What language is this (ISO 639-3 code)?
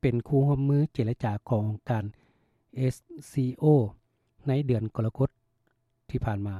lao